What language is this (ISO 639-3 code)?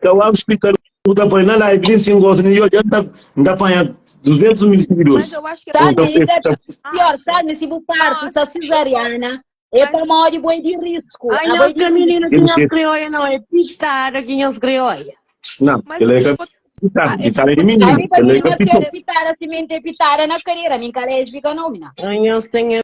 kea